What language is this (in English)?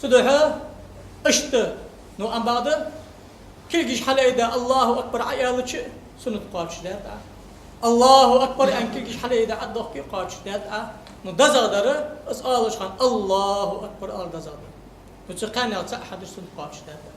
Ingush